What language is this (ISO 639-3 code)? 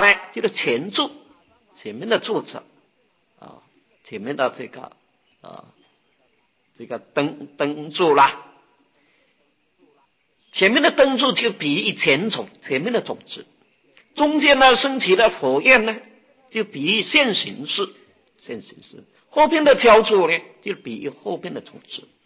zho